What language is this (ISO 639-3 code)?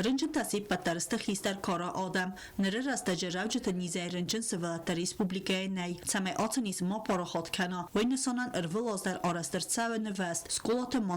oss